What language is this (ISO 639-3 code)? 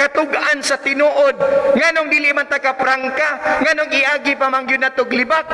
ceb